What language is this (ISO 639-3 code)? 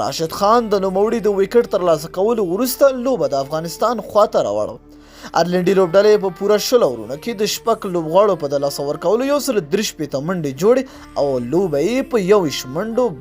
pus